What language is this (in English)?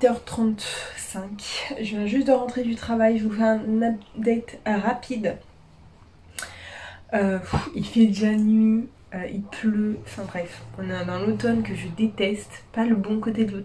French